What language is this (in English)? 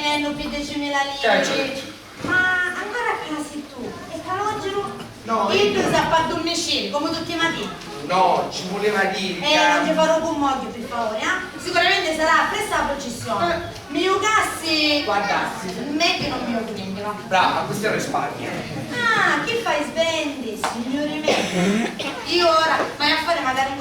Sicilian